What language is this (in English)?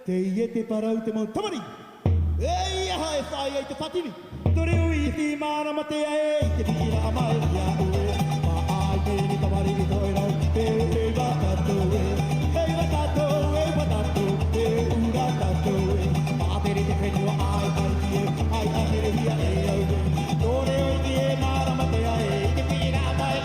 Tahitian